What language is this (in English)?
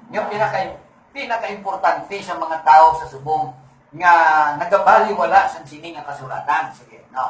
Hiligaynon